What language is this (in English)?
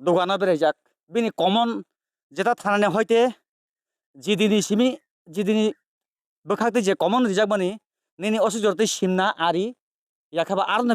Kok Borok